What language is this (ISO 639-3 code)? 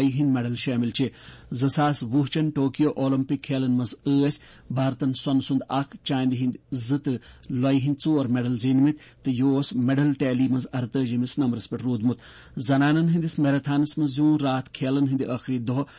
kas